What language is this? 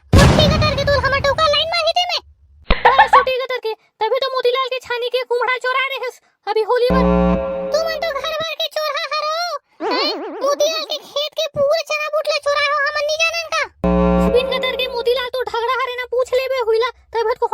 Chhattisgarhi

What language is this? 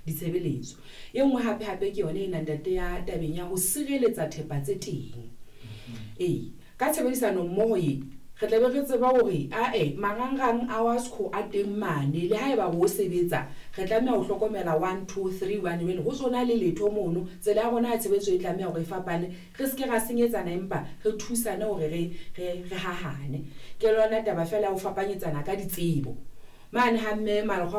Southern Sotho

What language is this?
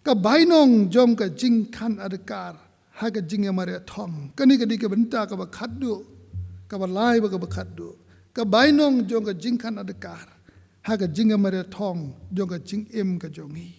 Khasi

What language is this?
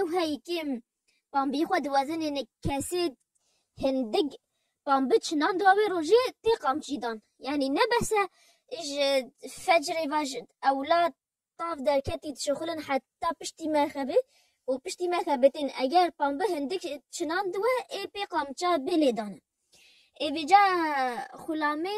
Kurdish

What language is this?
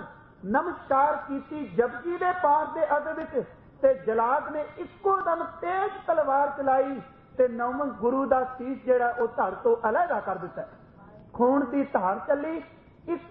Punjabi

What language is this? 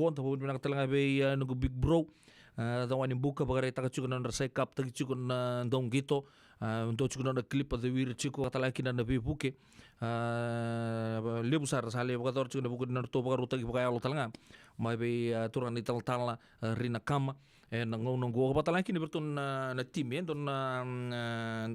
Fijian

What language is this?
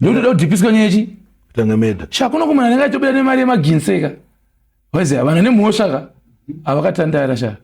Shona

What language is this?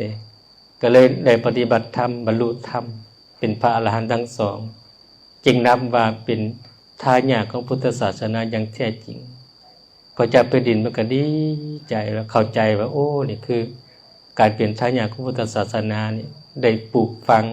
Lao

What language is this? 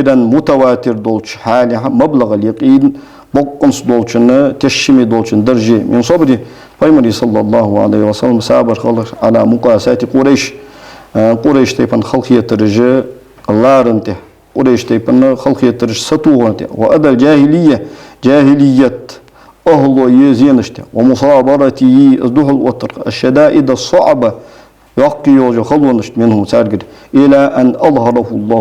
Ingush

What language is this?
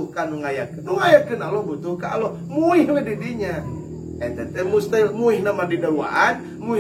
Sundanese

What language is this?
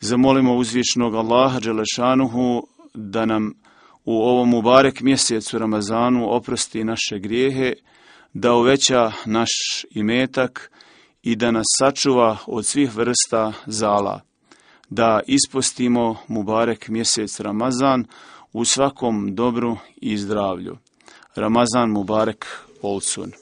Bosnian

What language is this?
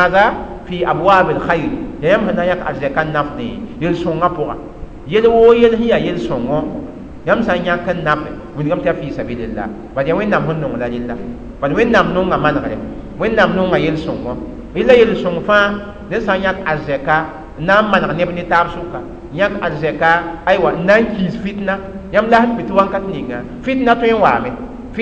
Mossi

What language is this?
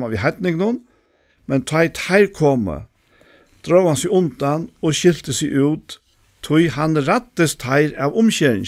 Faroese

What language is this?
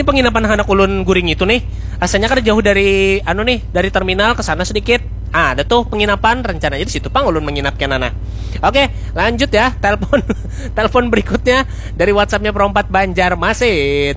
Banjar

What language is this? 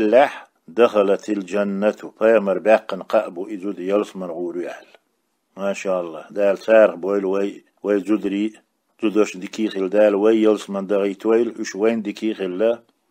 Chechen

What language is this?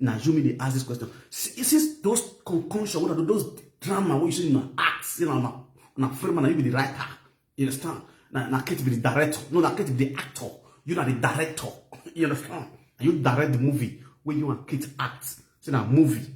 Nigerian Pidgin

